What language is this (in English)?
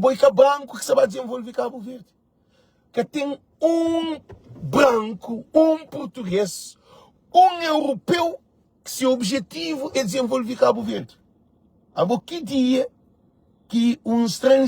Kabuverdianu